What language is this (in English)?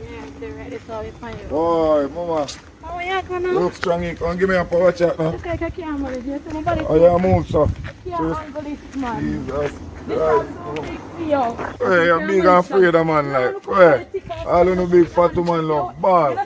Jamaican Creole English